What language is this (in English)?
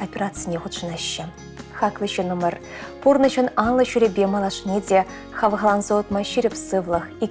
Chuvash